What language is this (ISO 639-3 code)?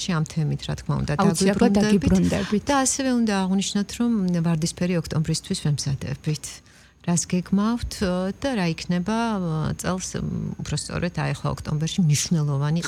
kat